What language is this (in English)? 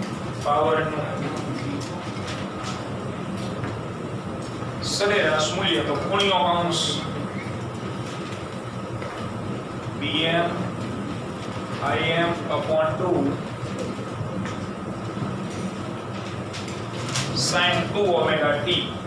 Gujarati